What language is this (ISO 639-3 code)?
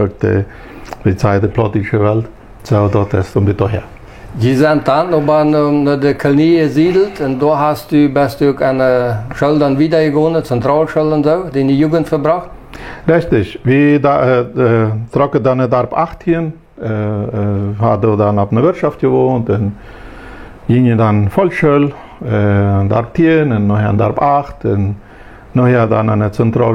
pdt